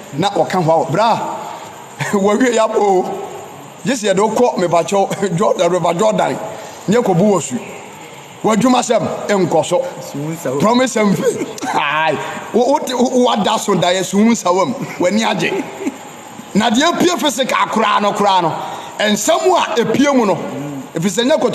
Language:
Akan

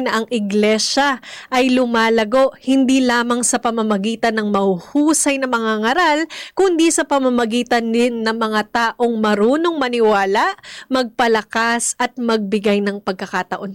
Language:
Filipino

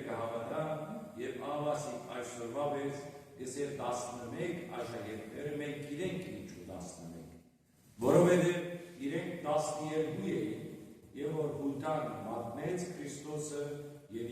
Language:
Western Armenian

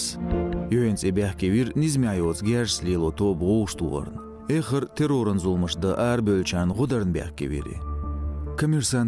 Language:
Chechen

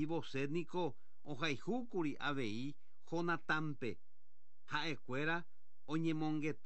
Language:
Guarani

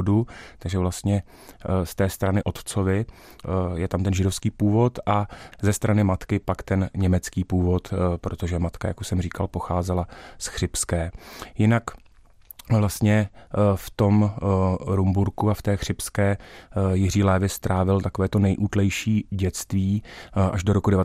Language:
Czech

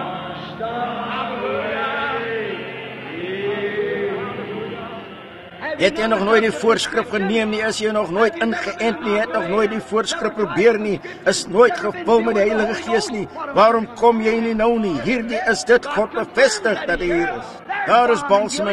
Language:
Afrikaans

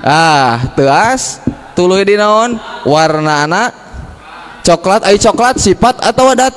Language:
Sundanese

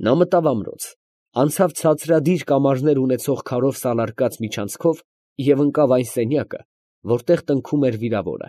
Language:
Armenian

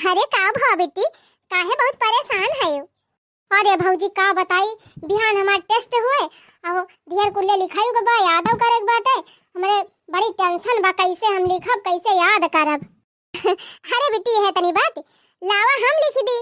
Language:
Awadhi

